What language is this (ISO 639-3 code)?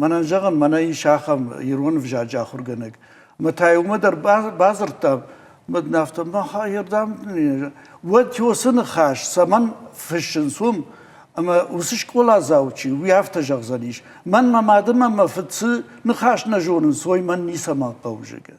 oss